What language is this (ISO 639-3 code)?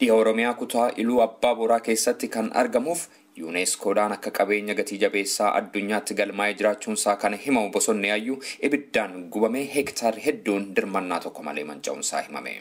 orm